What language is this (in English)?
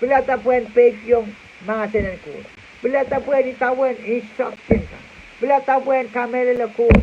Pohnpeian